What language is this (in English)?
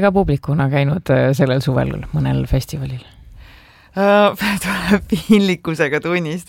Estonian